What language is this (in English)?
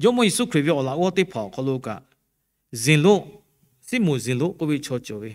Lahu